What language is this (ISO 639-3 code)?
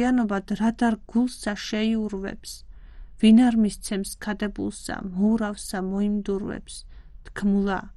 kat